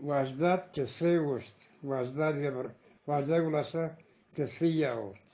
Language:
Eastern Balochi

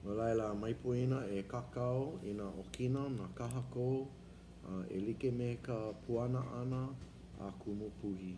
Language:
Hawaiian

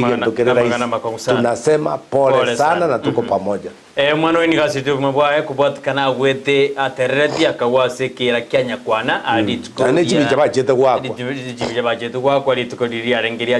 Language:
Gusii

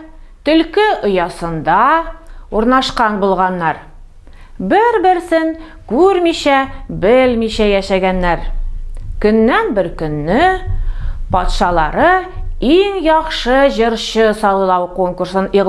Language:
Tatar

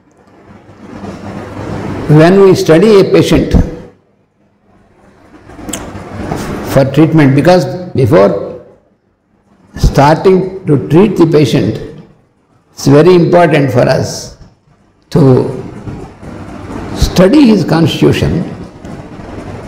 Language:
Telugu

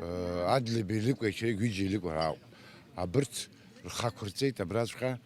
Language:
Abkhazian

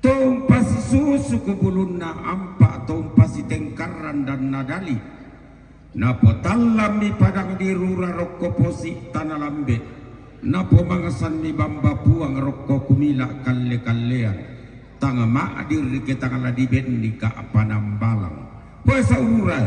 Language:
Toraja-Sa'dan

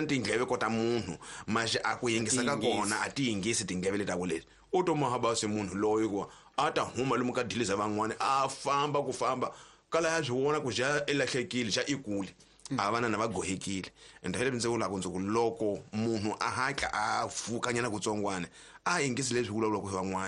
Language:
Tsonga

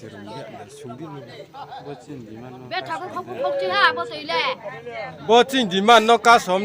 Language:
Riang (India)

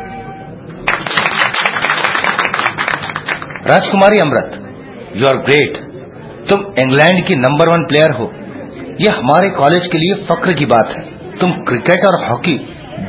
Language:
Hindi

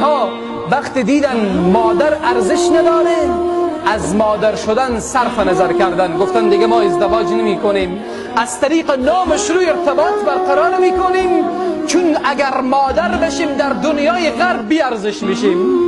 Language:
Tajik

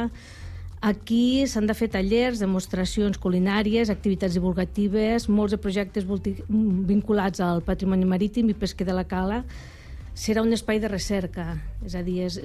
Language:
Catalan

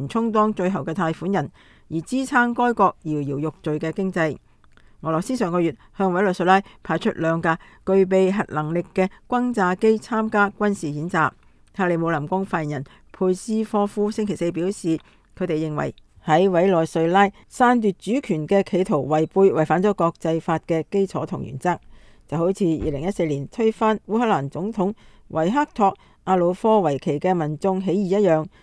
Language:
Cantonese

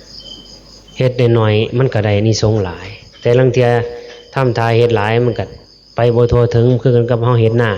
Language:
Northeastern Thai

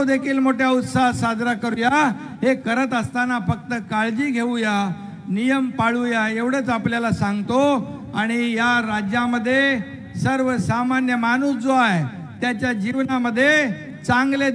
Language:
Marathi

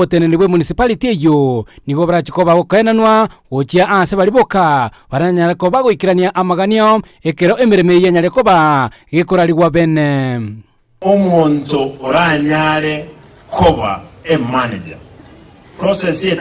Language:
Gusii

